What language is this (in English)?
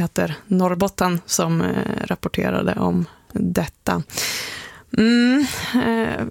Swedish